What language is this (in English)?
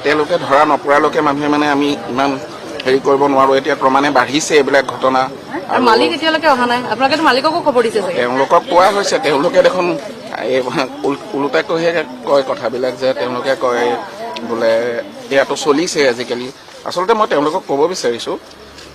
Assamese